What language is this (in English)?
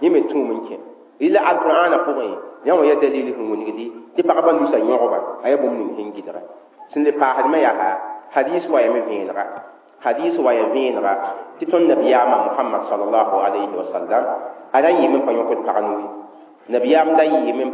Mossi